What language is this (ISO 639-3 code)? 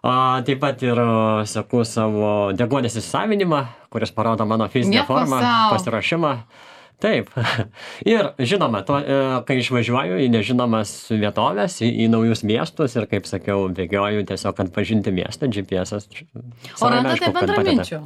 lit